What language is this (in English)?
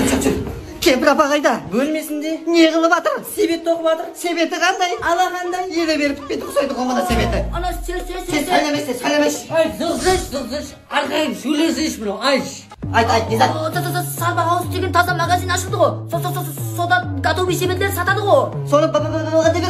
Kara-Kalpak